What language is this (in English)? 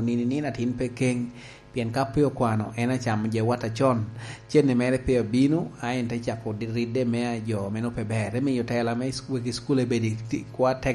Lango (Uganda)